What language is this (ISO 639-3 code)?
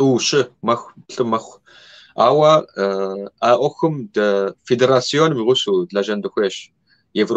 kbd